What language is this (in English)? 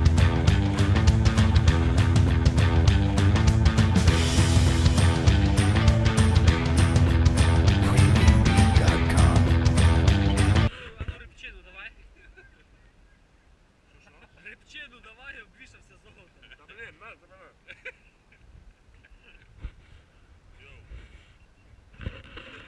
Ukrainian